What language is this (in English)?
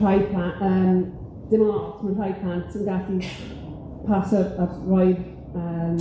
Welsh